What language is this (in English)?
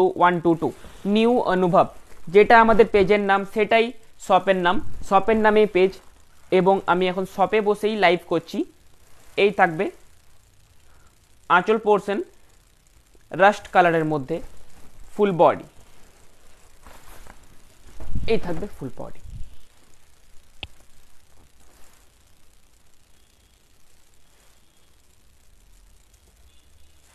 Bangla